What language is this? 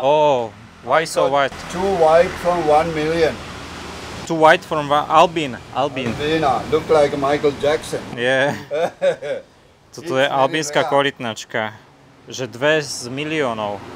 Slovak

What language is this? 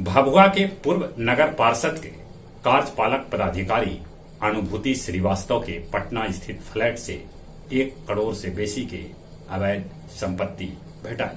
Magahi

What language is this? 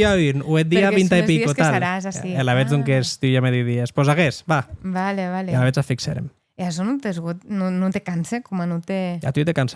Occitan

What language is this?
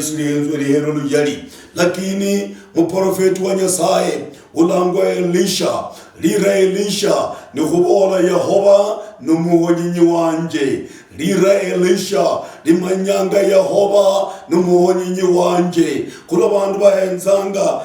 Luyia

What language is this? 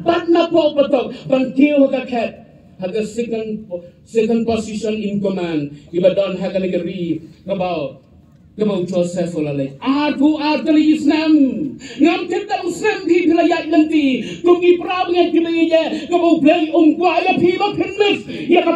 Khasi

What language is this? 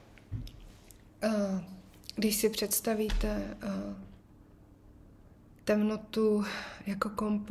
Czech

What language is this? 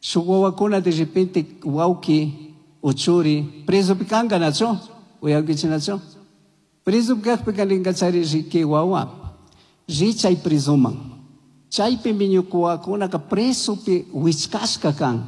Chimborazo Highland Quichua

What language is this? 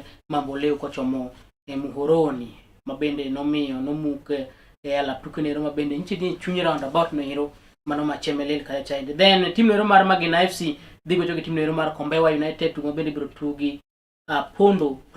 Luo (Kenya and Tanzania)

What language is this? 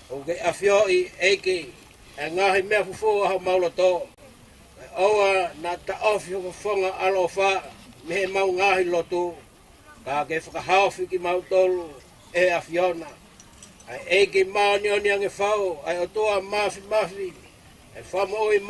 Tongan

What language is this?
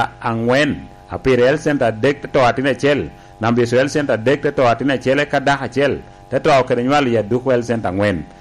Lango (Uganda)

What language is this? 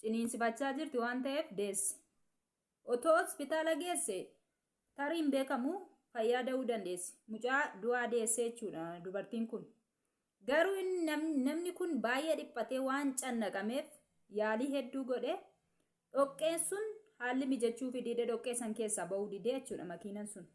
Oromo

